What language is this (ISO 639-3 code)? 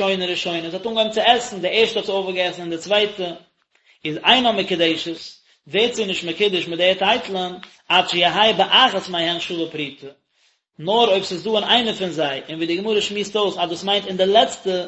yid